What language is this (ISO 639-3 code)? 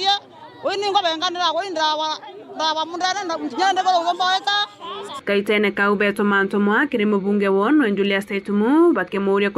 mer